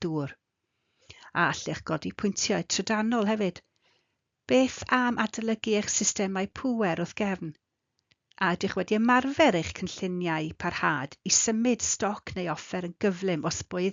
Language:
Welsh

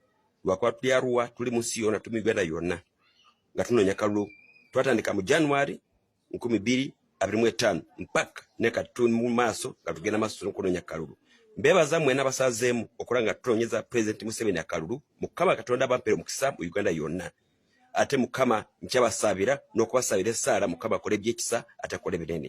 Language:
Ganda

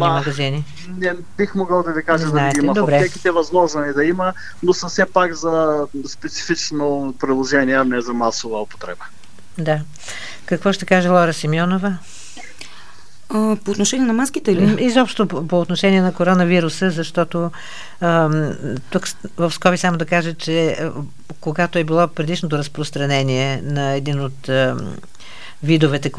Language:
Bulgarian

